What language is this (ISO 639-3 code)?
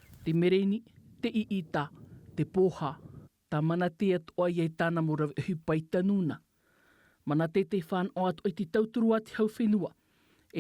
tah